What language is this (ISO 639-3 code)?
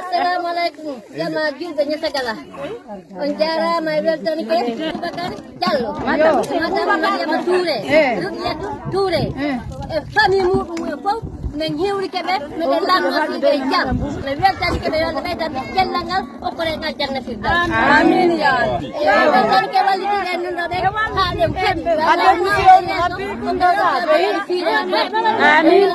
ful